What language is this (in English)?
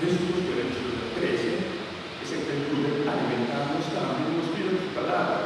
Papiamento